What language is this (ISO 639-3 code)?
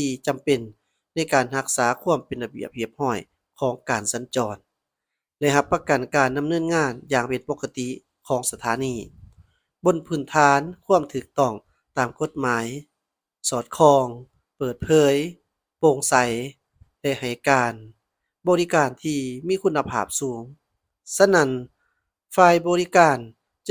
lao